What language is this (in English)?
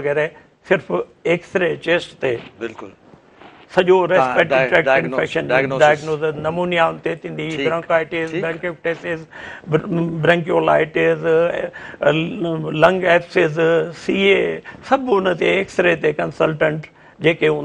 Sindhi